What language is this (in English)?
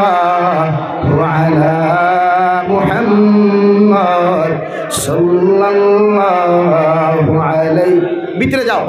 Sylheti